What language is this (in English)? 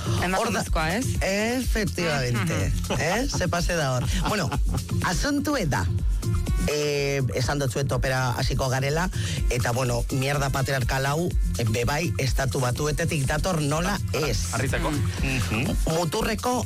Basque